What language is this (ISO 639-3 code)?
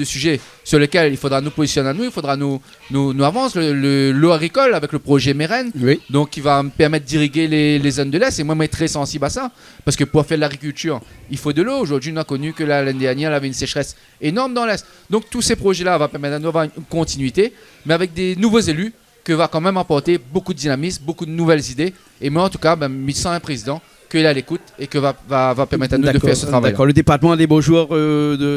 rcf